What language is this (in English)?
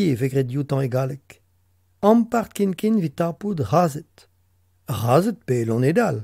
Breton